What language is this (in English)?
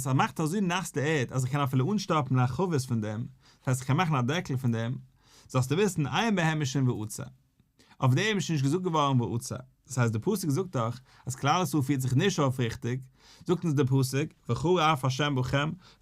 Yiddish